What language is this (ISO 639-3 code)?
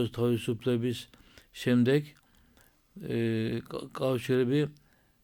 kat